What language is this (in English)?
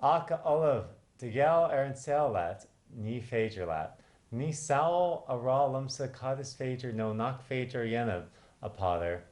Irish